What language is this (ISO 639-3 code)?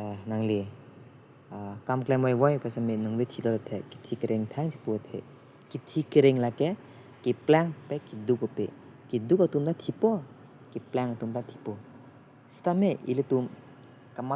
mjw